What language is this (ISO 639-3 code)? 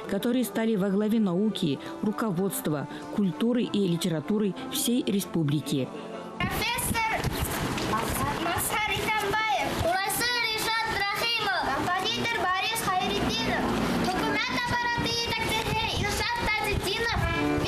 bak